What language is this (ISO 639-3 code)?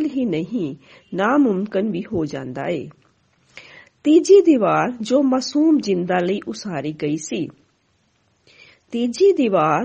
pan